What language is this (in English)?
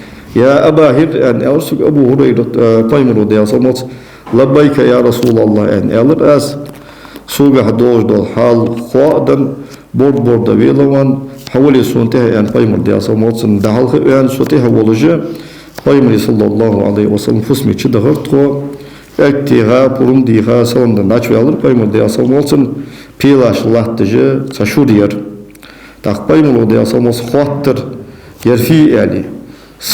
Ingush